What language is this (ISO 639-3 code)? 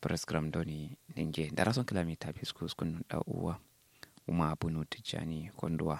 kau